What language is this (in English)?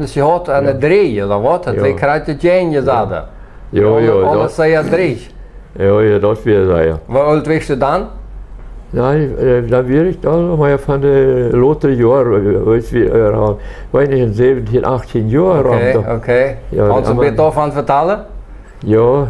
Plautdietsch